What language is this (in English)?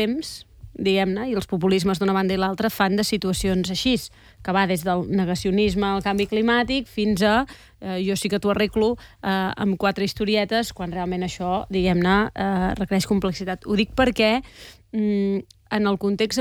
Catalan